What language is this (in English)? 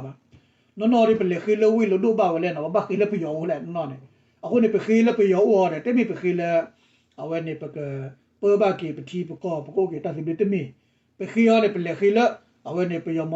S'gaw Karen